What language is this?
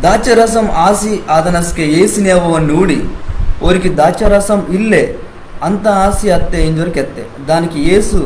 Koya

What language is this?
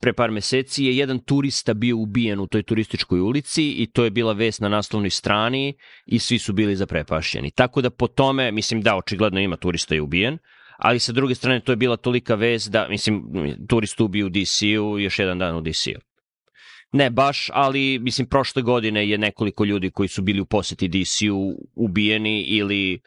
Serbian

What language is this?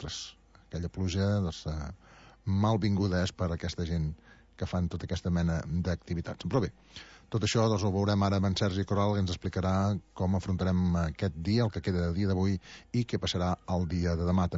Catalan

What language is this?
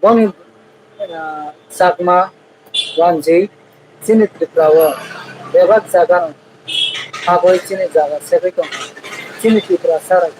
Kok Borok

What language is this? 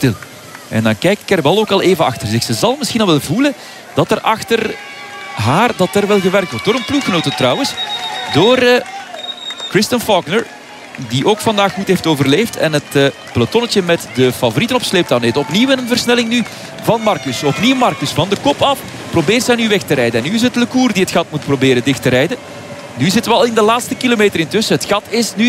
Dutch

